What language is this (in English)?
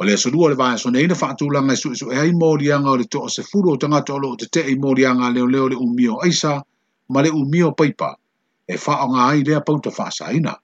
Samoan